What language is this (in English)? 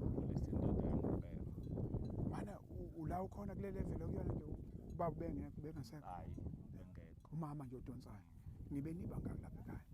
Zulu